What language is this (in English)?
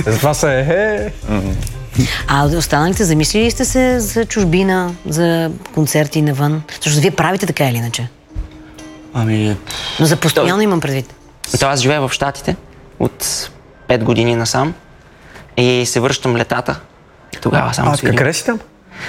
Bulgarian